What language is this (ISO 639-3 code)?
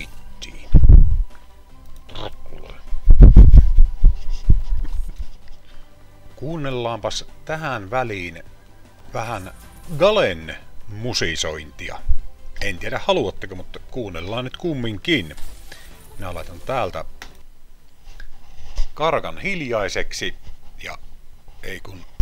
fin